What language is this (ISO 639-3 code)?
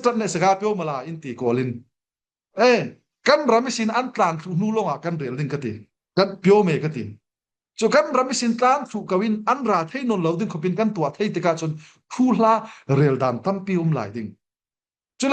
cfm